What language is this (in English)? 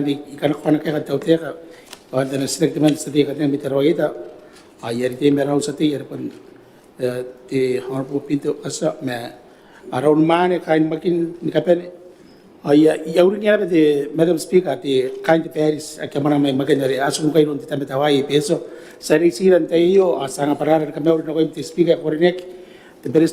Gilbertese